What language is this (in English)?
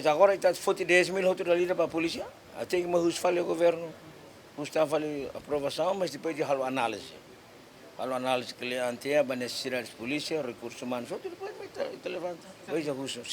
Tetum